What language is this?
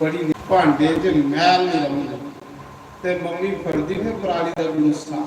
Dogri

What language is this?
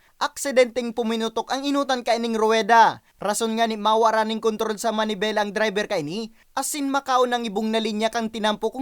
Bikol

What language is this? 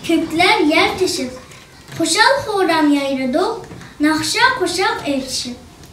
Uyghur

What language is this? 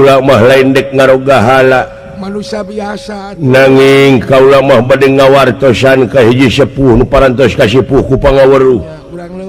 Sundanese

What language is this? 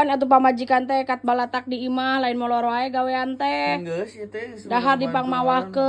Sundanese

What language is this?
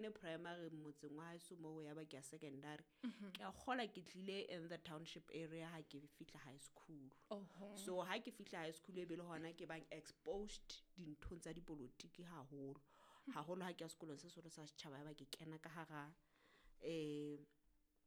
Southern Sotho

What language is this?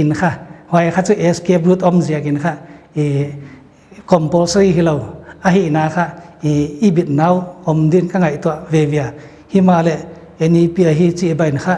Paite Chin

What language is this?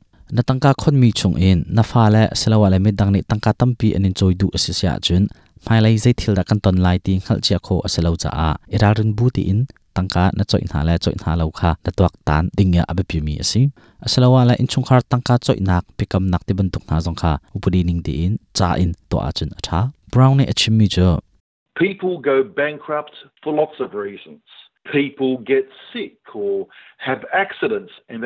Hakha Chin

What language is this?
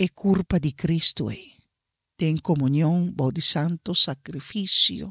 Papiamento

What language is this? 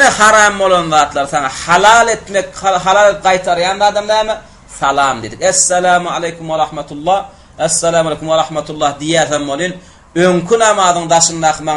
Turkmen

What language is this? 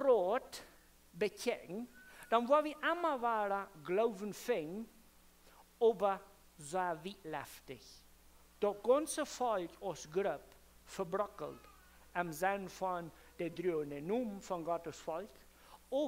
Plautdietsch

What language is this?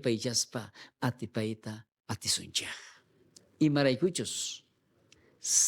South Bolivian Quechua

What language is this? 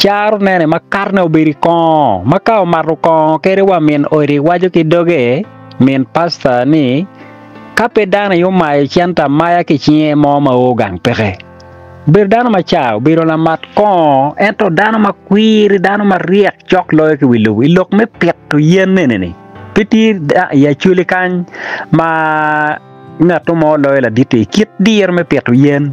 Acoli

